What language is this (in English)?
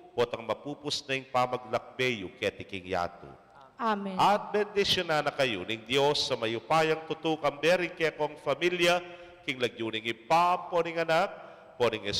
Pampanga